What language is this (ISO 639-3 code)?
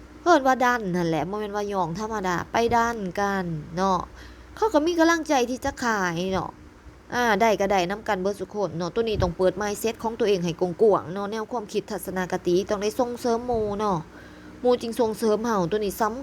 lao